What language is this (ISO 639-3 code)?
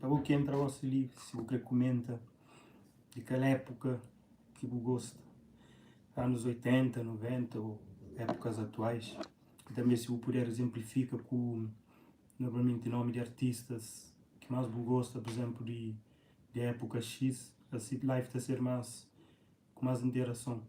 kea